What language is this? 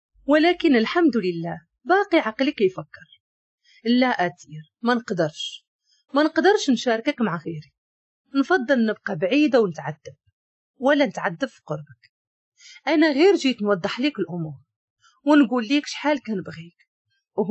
Moroccan Arabic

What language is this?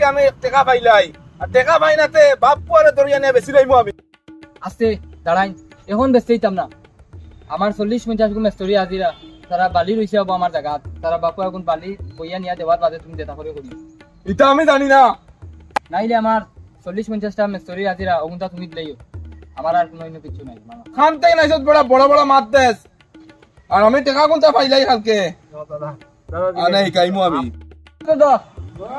Sylheti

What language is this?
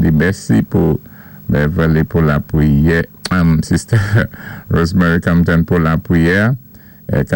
Saint Lucian Creole French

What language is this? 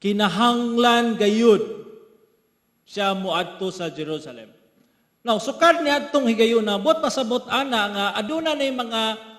Cebuano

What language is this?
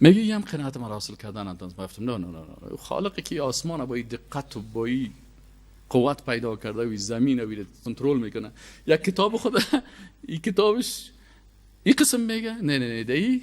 Persian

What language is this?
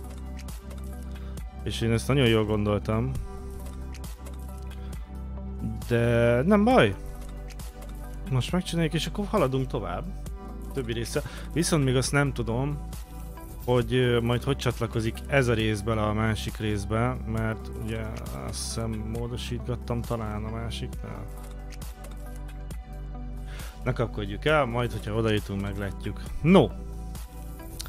Hungarian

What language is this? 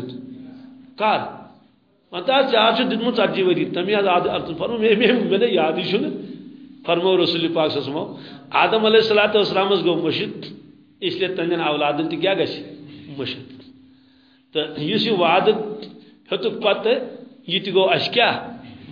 Kashmiri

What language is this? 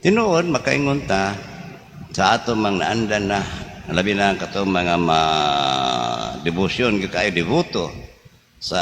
Cebuano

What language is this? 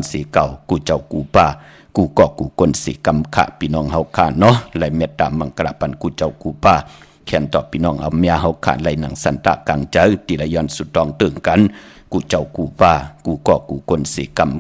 Shan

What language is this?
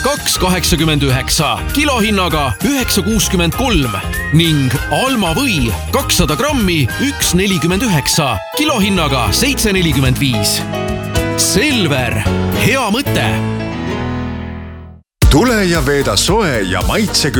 Estonian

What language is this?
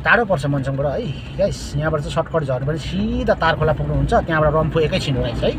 Nepali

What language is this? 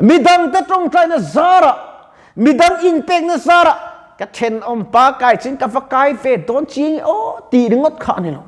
Mizo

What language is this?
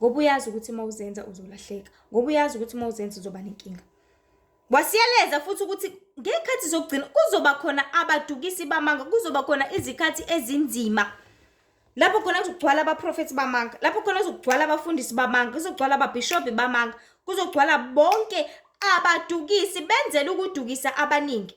Zulu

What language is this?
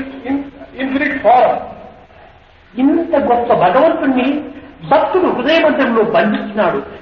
Telugu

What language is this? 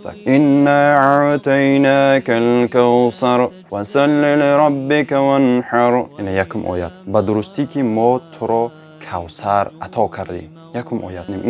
Tajik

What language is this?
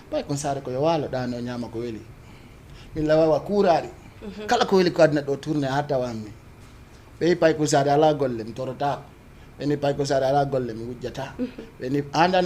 Fula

